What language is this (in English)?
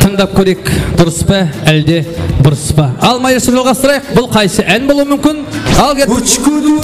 Kara-Kalpak